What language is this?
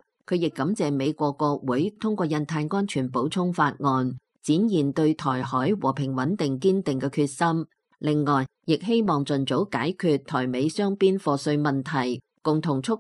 Cantonese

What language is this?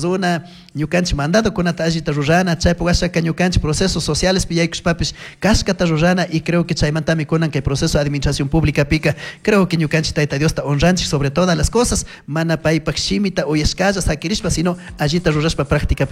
Chimborazo Highland Quichua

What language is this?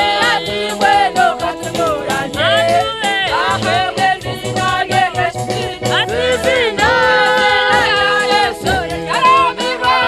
Nyankole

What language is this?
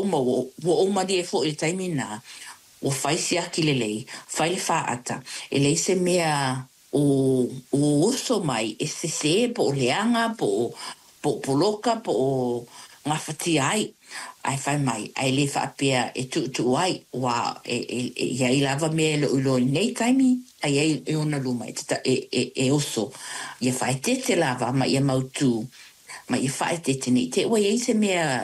Samoan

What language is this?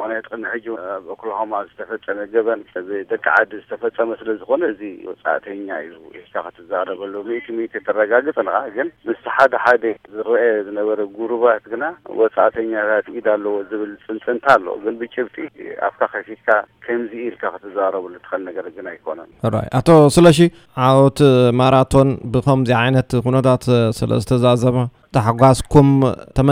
Tigrinya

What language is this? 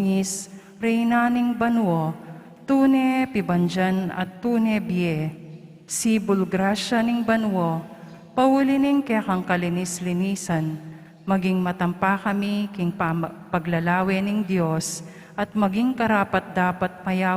Pampanga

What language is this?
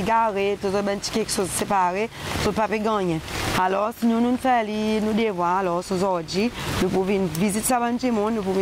Seselwa Creole French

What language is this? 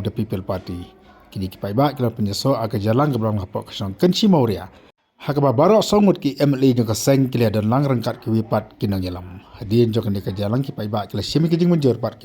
Khasi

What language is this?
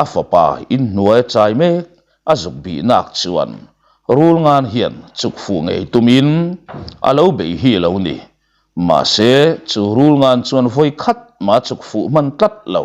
Mizo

